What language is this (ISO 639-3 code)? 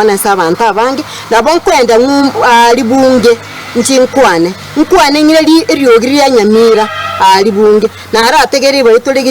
guz